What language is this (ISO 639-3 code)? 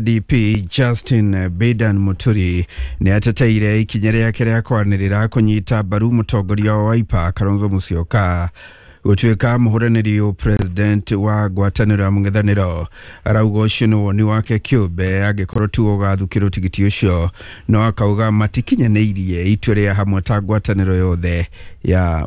kik